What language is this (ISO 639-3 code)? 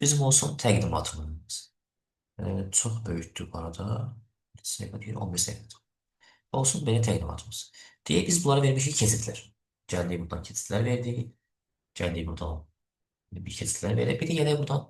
aze